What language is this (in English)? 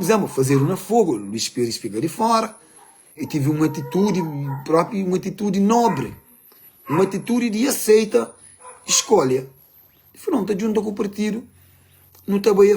Kabuverdianu